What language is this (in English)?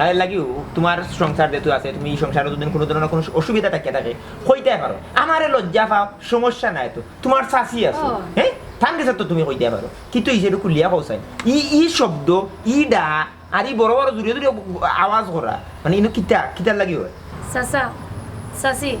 Sylheti